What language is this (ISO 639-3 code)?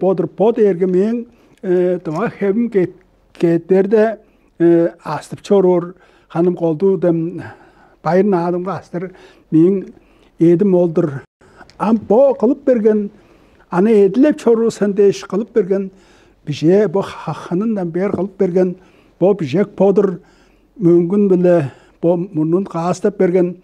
tyv